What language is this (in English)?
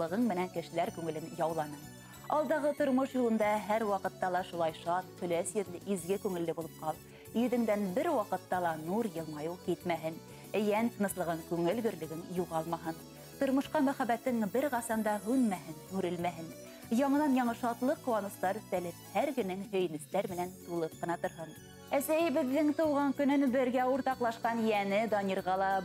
Bashkir